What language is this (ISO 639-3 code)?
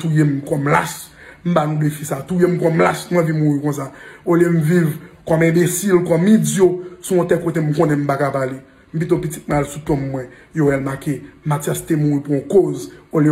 hat